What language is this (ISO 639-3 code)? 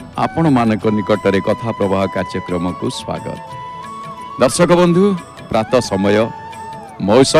ori